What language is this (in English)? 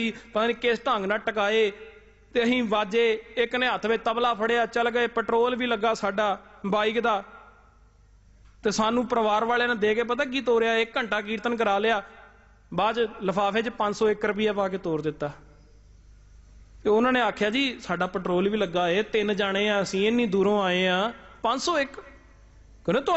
Punjabi